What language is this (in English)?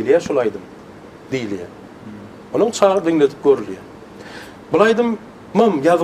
Turkmen